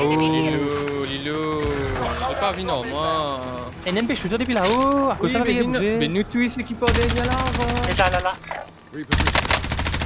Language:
Morisyen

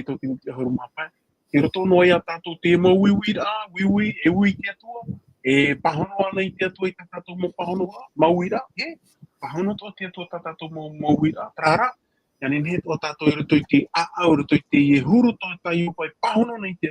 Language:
Tahitian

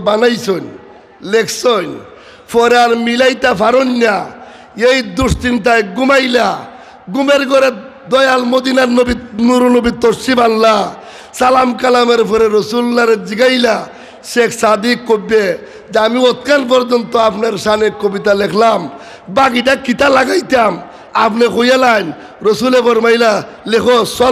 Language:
Sylheti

